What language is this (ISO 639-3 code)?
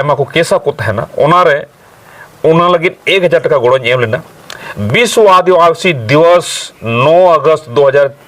sat